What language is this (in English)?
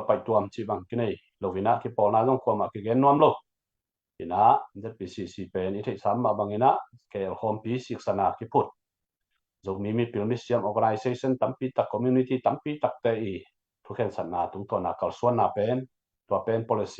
Tedim Chin